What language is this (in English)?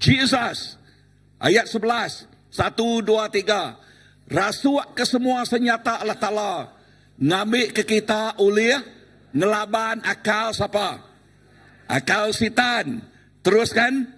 Iban